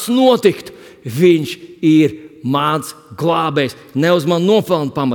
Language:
Latvian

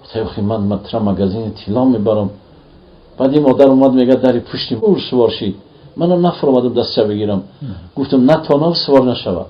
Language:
Tajik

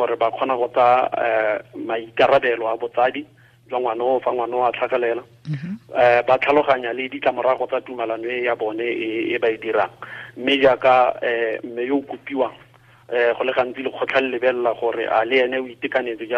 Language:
Tswana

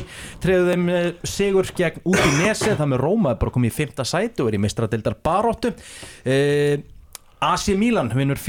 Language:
Icelandic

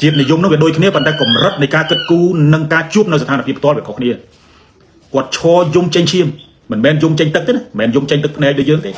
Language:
Khmer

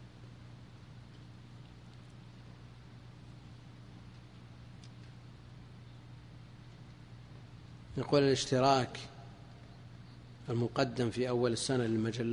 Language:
Arabic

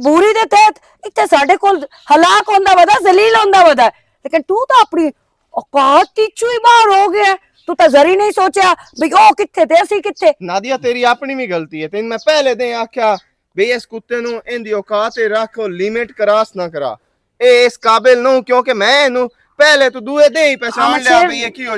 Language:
Western Panjabi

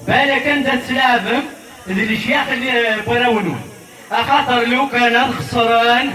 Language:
Kabyle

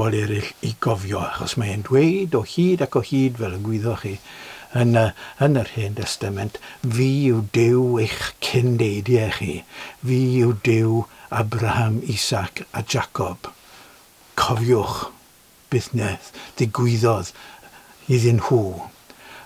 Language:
Welsh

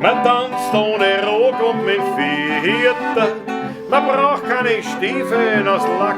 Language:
Bavarian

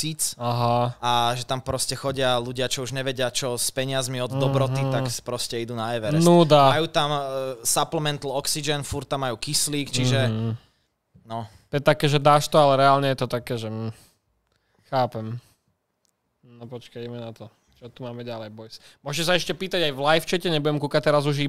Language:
Slovak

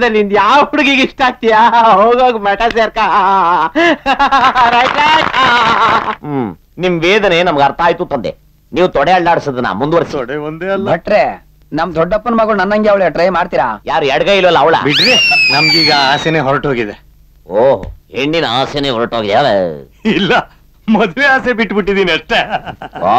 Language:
Kannada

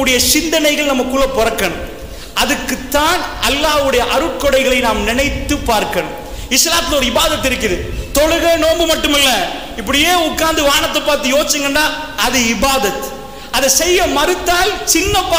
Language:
Tamil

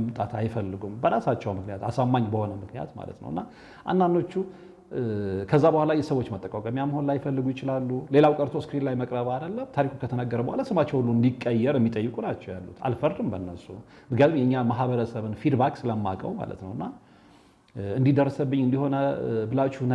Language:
Amharic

